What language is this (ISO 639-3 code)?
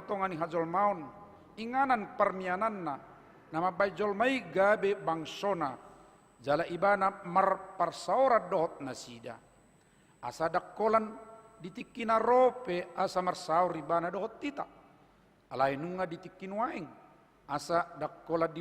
bbc